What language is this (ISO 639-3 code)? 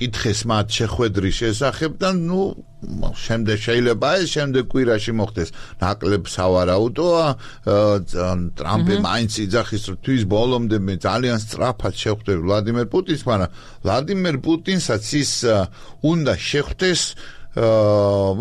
kat